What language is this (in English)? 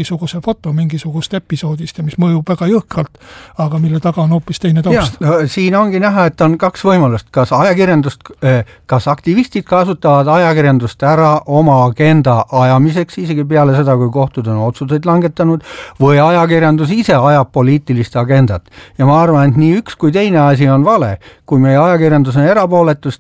Estonian